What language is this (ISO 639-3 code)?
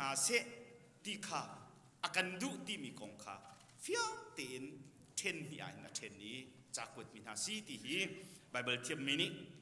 cnh